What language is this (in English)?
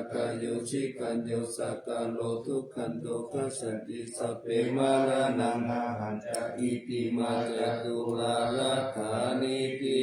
Pali